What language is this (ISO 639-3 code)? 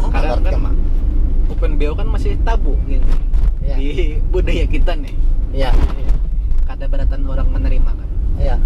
bjn